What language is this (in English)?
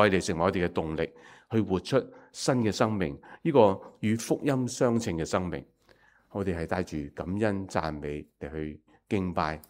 Cantonese